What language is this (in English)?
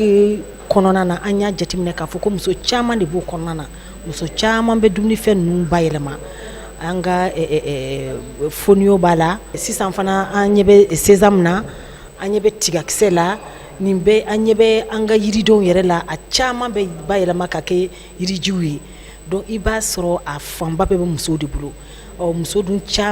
Bambara